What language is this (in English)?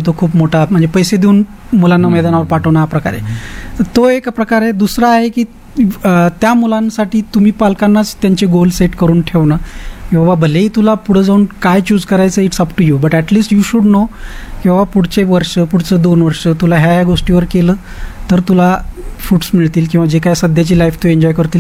Marathi